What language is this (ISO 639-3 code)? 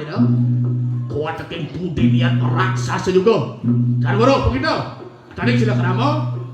ban